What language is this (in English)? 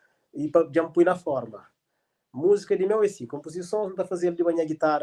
Kabuverdianu